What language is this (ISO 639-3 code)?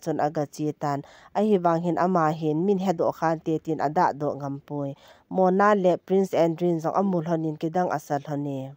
tcz